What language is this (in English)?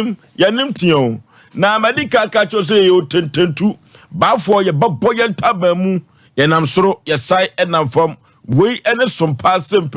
Akan